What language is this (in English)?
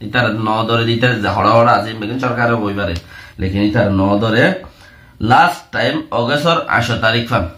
Rohingya